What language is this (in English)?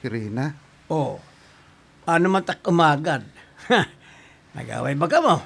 Waray